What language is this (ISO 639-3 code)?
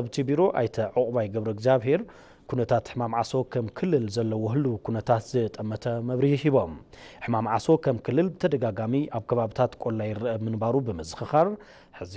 tir